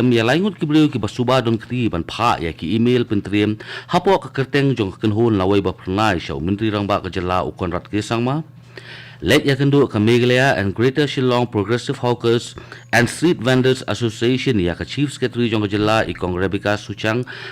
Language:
Khasi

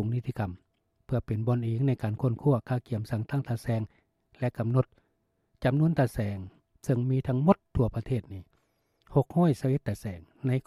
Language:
Lao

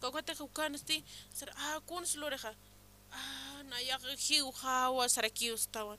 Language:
Aymara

